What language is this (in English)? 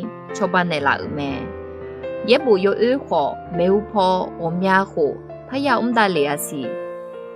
Akha